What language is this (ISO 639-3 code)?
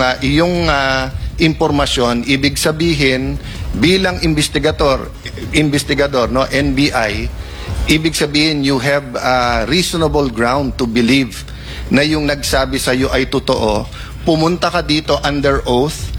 fil